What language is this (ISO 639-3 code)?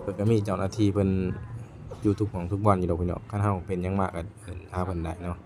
lao